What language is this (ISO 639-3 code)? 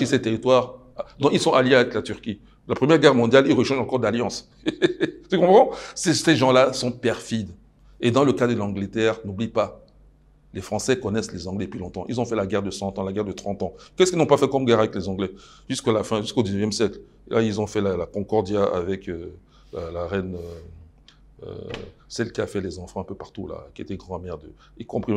fra